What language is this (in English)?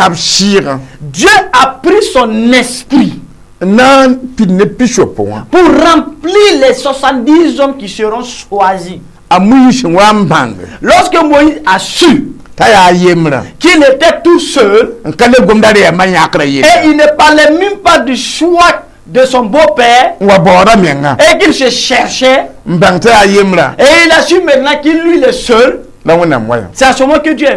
Mossi